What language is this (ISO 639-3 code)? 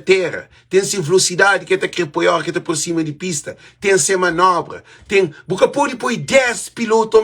kea